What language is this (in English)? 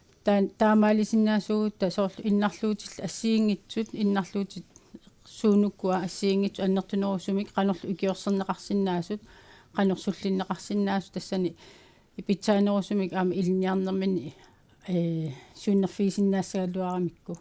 Kalaallisut